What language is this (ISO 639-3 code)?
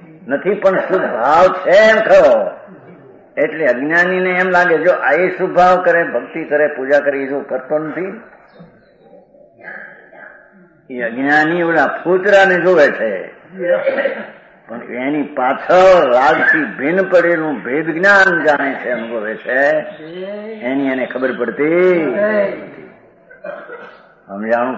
guj